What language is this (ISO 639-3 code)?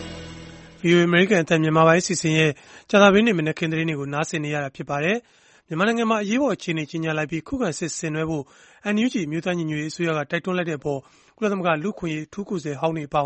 mya